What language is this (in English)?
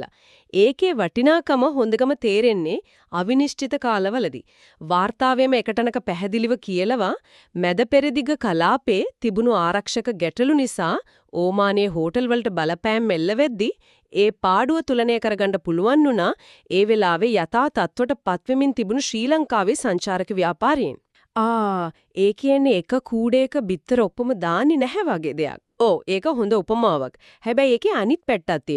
Sinhala